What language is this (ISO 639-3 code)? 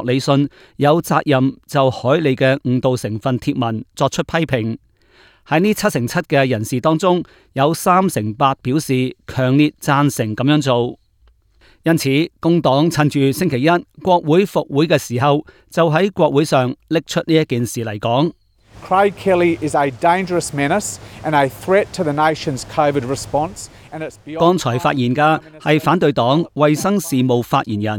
yue